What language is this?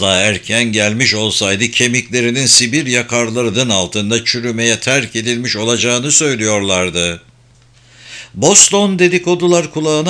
Turkish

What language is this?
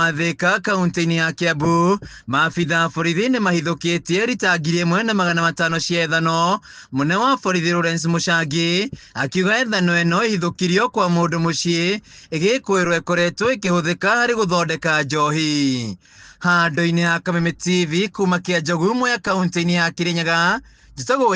Kikuyu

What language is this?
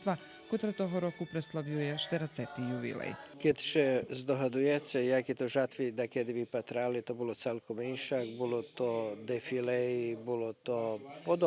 Rusyn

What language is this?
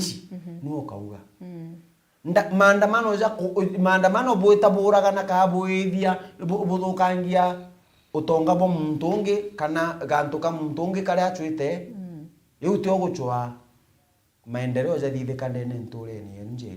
Meru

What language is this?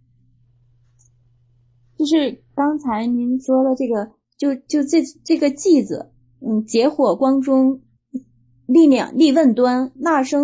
Chinese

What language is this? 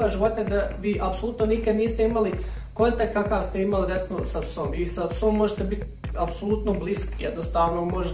Bosnian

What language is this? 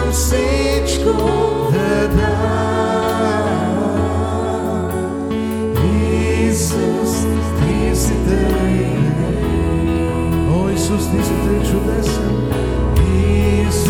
Bulgarian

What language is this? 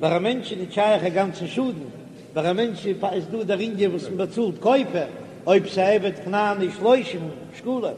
Yiddish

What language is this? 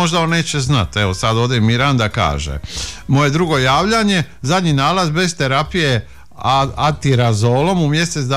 Croatian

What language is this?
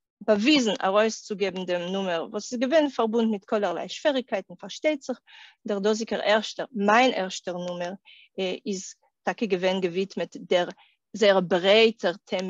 Yiddish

